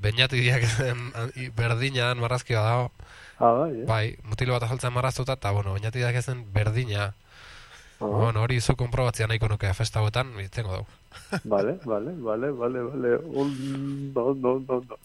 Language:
Basque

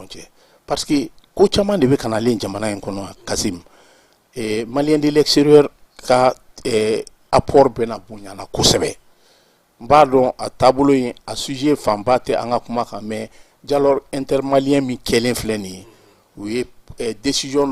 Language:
Bambara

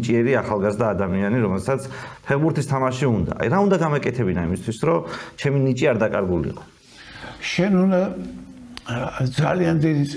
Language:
Georgian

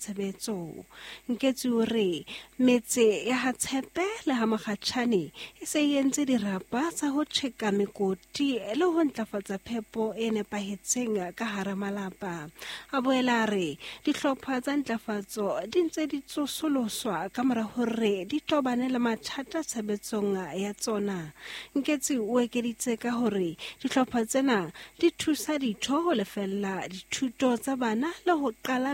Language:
Southern Sotho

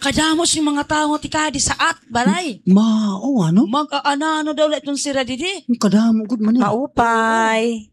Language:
Cebuano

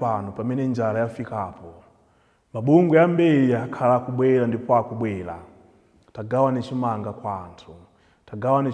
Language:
Nyanja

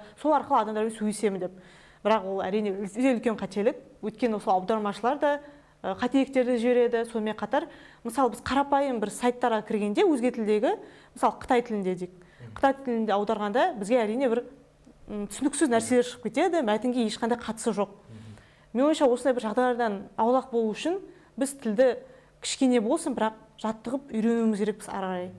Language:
Kazakh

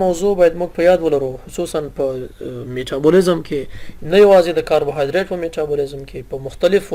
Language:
Pashto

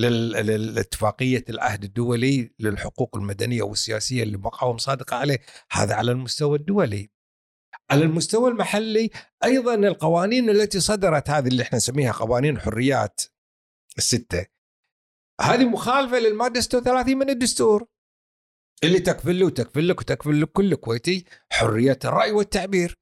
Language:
Gulf Arabic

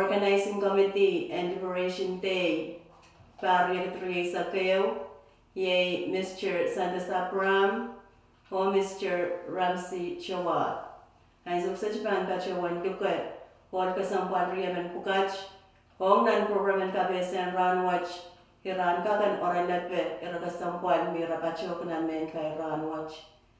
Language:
Pohnpeian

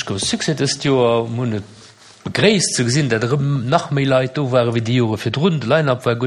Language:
Luxembourgish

